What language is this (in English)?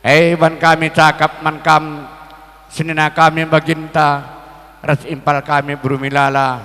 Batak Karo